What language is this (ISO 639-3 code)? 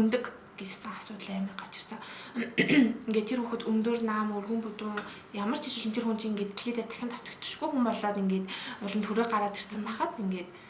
mon